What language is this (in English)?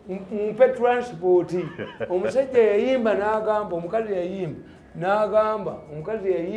Ganda